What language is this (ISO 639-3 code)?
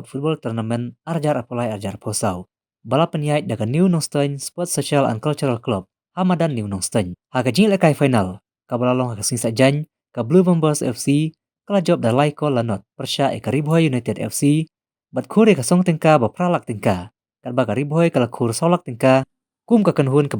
kha